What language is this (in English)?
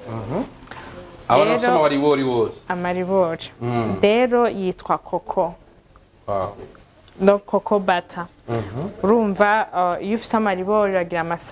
Rundi